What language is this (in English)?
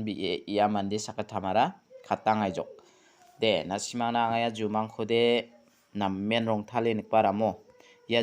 Garo